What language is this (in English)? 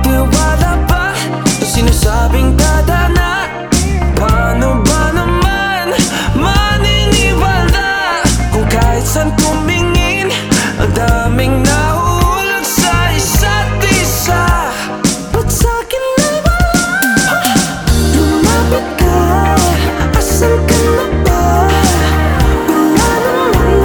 Filipino